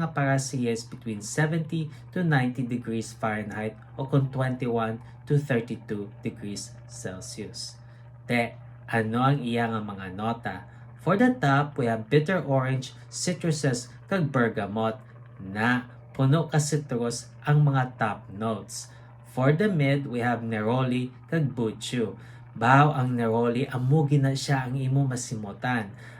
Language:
Hiligaynon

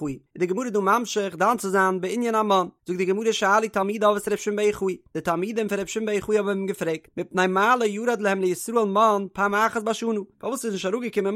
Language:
Yiddish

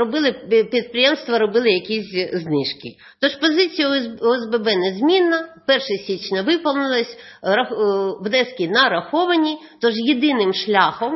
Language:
Ukrainian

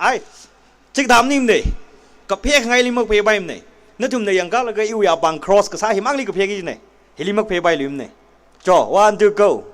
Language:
Tangkhul Naga (India)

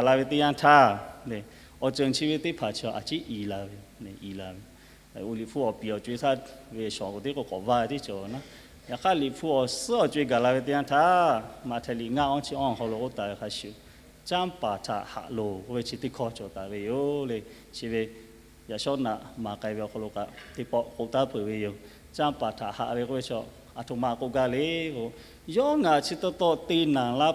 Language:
Lahu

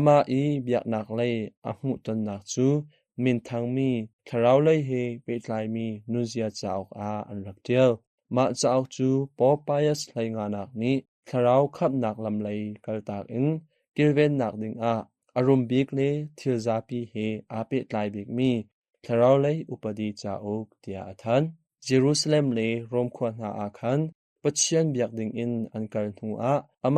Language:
Hakha Chin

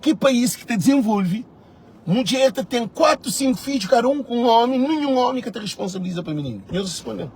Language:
Kabuverdianu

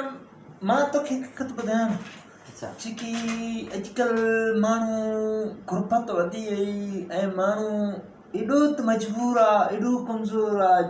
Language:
Sindhi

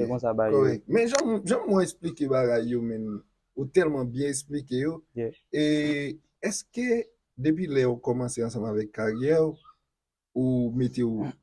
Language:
Haitian Creole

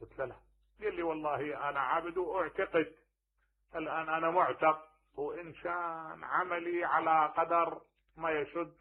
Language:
Mesopotamian Arabic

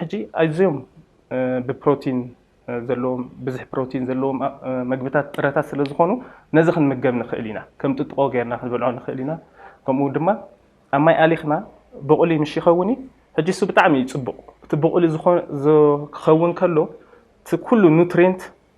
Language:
Tigrinya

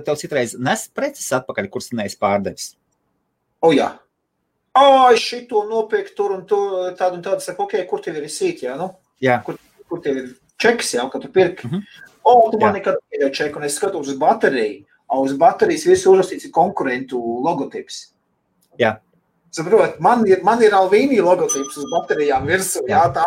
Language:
Latvian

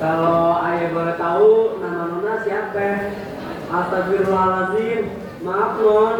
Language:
Betawi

